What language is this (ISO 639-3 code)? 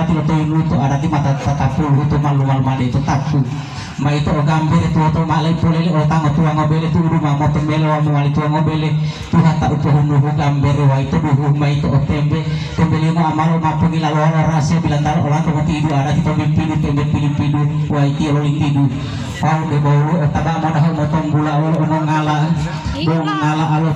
gor